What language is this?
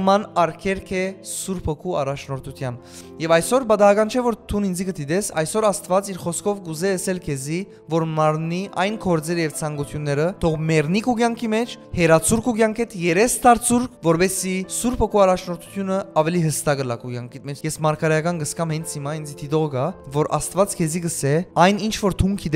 Western Armenian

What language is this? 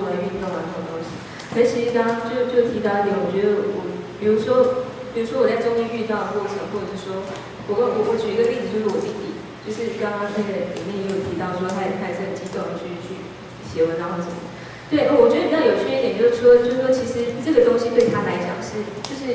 Chinese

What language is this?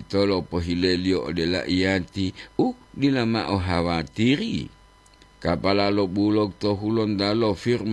Gorontalo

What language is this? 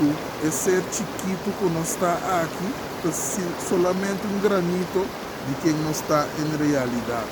Papiamento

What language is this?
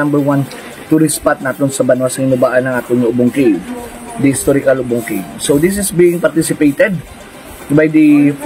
Hiligaynon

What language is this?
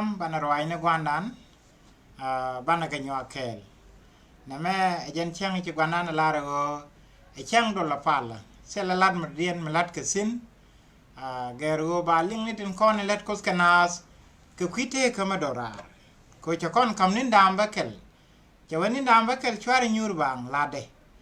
Nuer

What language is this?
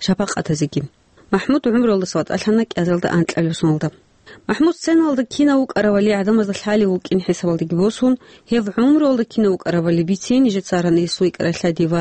Avaric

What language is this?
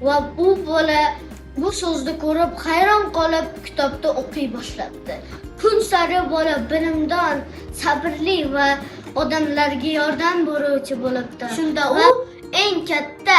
Uzbek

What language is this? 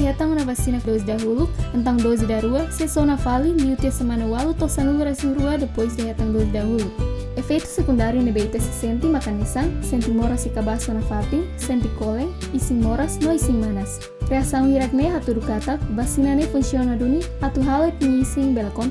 Tetum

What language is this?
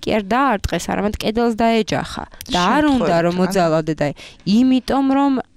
Georgian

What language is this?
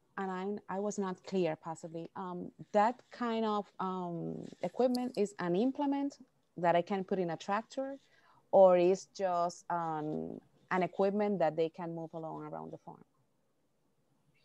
English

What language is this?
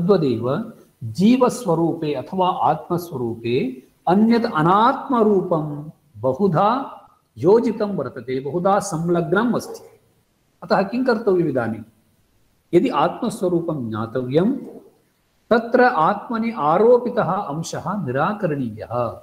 Sanskrit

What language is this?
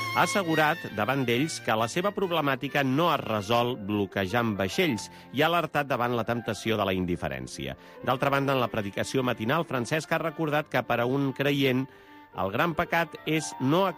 Catalan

